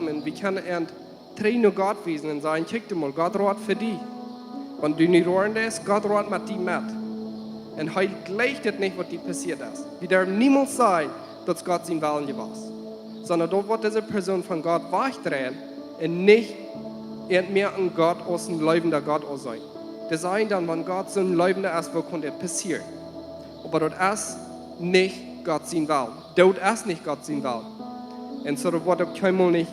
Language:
Plautdietsch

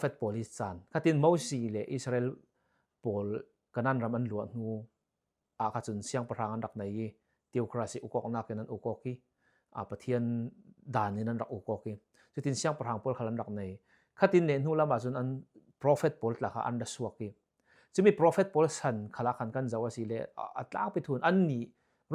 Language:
Falam Chin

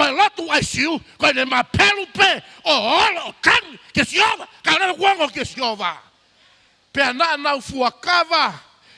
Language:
Tongan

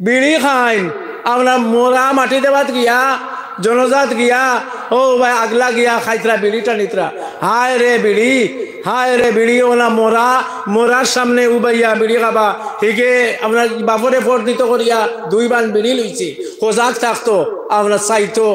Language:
Sylheti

